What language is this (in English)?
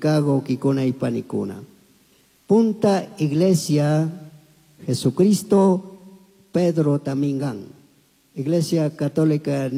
Chimborazo Highland Quichua